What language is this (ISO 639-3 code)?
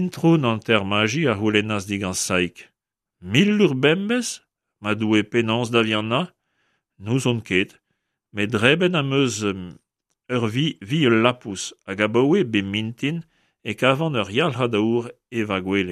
bre